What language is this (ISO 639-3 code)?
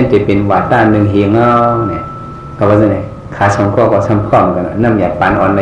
shn